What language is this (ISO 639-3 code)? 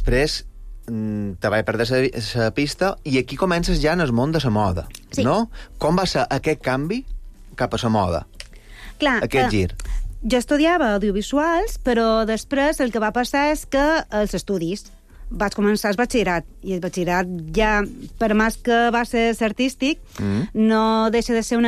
cat